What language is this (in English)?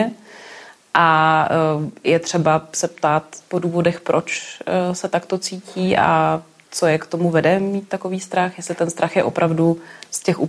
Czech